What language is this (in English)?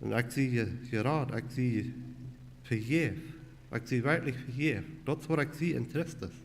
Plautdietsch